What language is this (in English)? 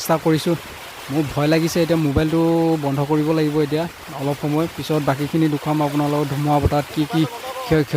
Assamese